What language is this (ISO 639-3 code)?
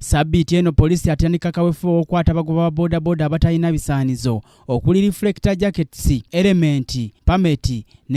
lug